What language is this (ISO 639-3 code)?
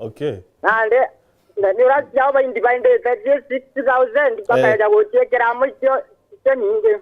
mer